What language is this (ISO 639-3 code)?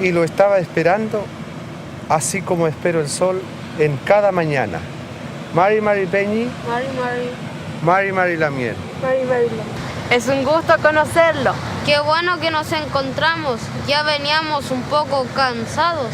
arn